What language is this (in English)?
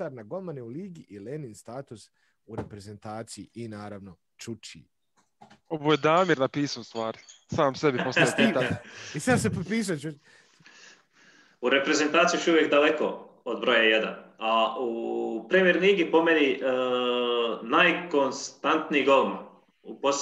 Bosnian